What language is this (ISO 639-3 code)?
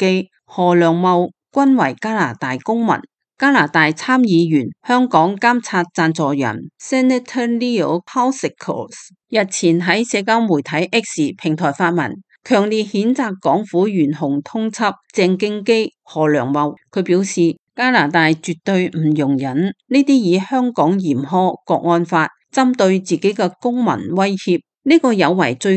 yue